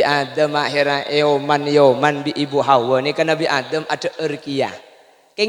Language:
Madurese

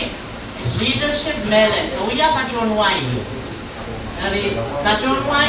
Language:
Pohnpeian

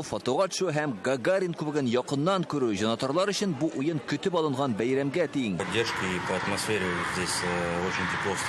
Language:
Tatar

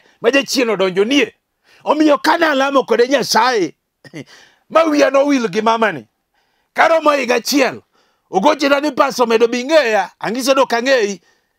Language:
Luo (Kenya and Tanzania)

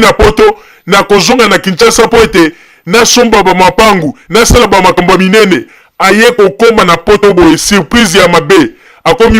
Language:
Lingala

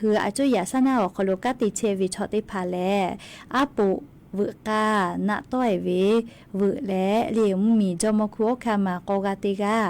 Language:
Lahu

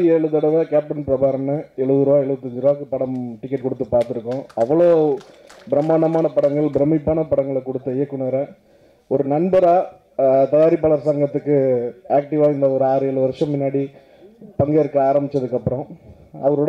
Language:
Tamil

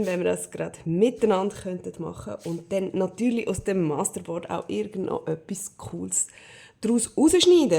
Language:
Swiss German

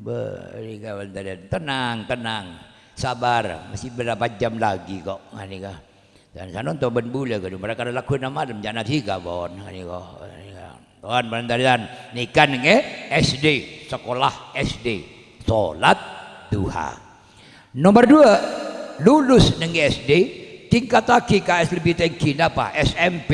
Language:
Madurese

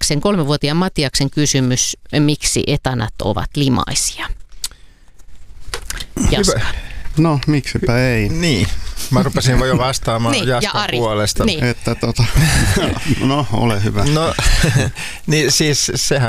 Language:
Finnish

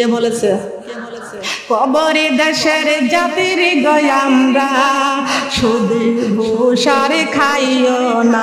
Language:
Bangla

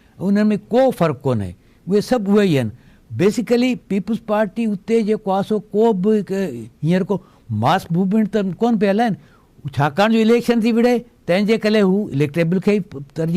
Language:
Sindhi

